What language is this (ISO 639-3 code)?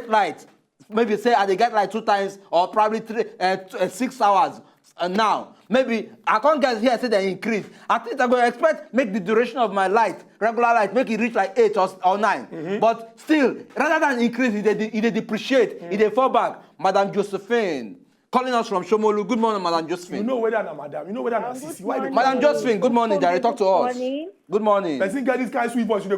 pcm